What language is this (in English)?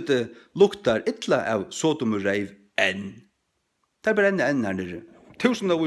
Faroese